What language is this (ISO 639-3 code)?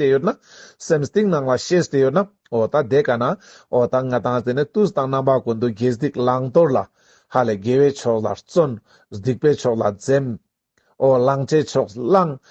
lbj